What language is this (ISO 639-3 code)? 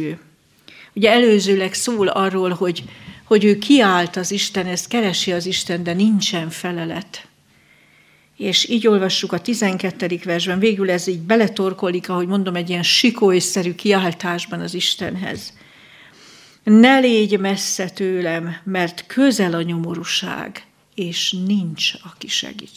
hun